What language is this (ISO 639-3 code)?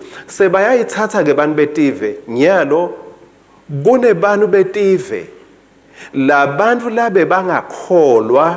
ssw